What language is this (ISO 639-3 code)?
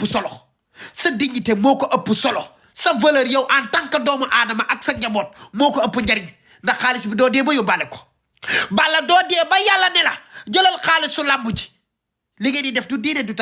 wol